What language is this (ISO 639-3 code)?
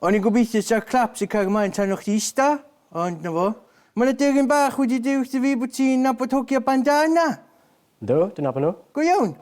cym